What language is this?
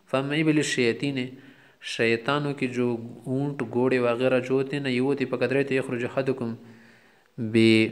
Urdu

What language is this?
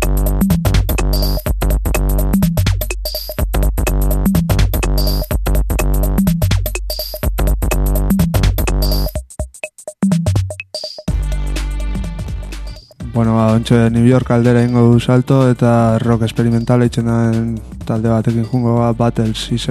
Basque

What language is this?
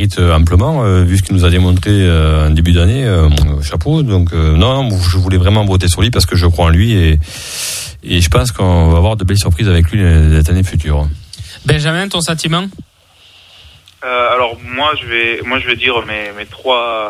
French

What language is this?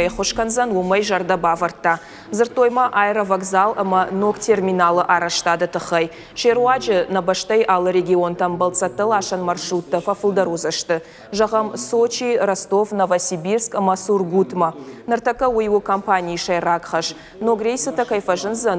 Ossetic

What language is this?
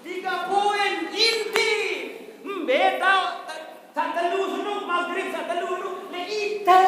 Sasak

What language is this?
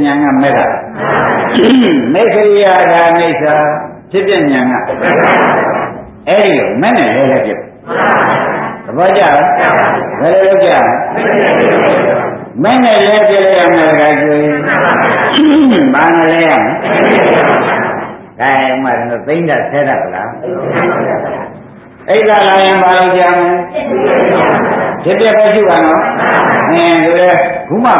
Burmese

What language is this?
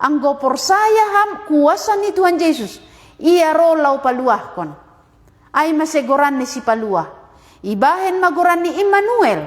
Batak Simalungun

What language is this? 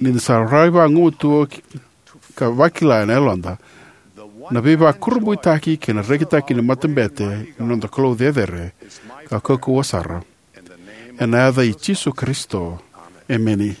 Fijian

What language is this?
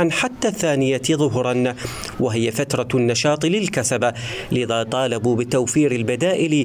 Mesopotamian Arabic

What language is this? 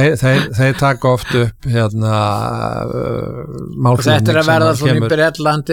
Icelandic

